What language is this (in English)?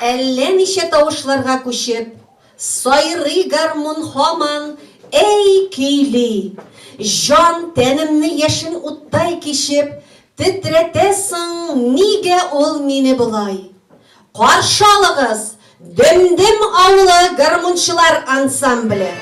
Tatar